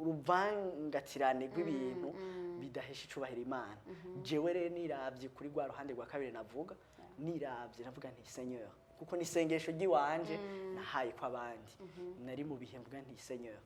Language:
Rundi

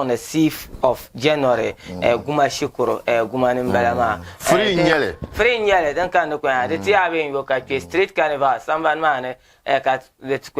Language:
Dagbani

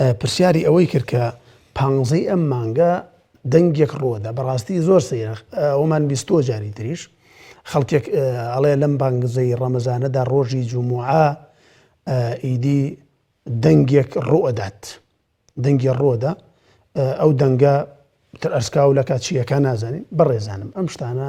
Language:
Central Kurdish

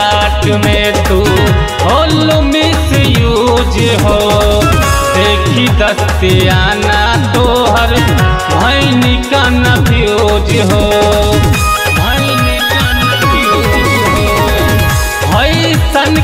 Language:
Bhojpuri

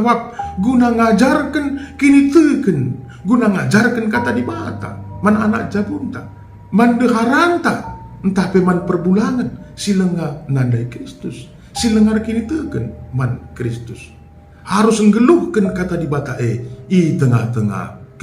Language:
Batak Karo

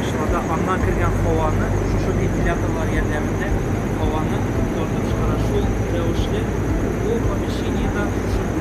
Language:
Tatar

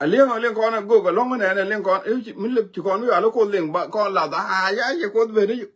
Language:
Nuer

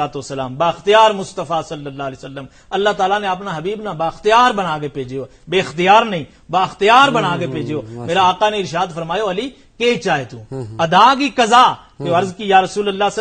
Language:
Gujari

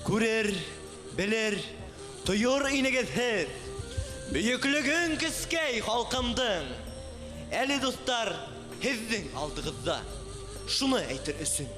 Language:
Bashkir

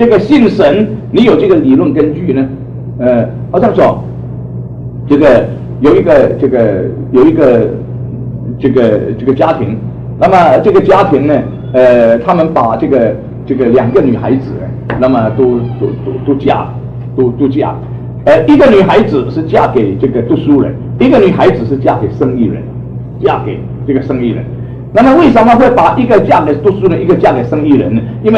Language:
Chinese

